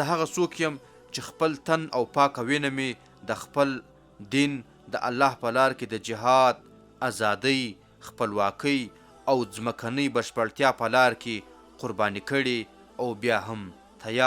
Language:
Pashto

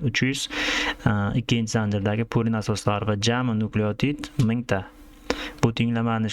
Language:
Uzbek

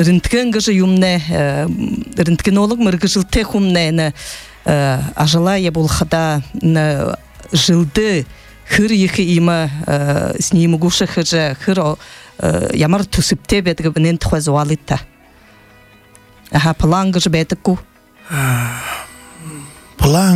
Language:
Buriat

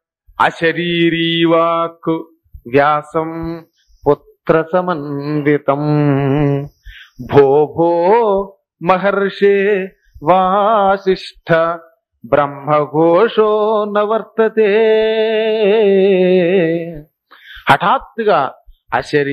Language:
Telugu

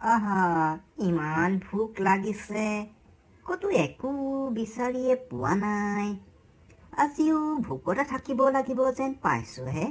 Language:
Assamese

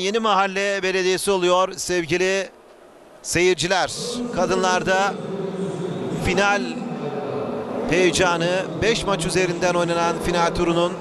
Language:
Turkish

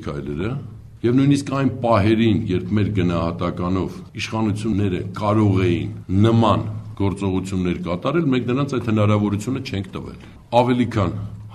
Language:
Armenian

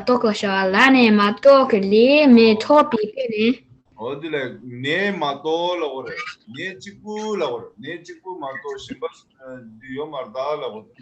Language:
Tibetan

